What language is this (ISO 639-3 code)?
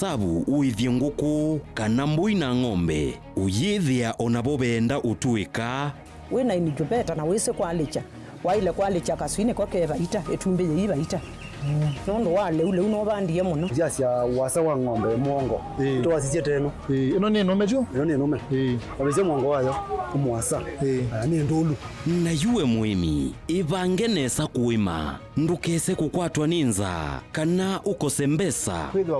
kam